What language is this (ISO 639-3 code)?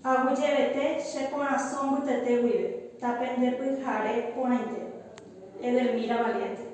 grn